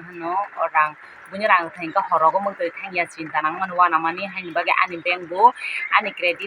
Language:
Kok Borok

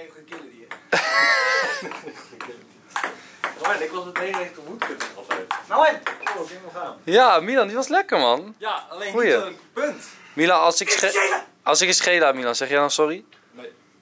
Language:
Dutch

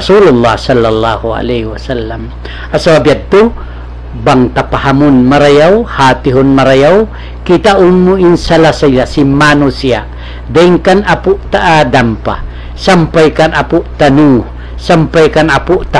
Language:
Tausug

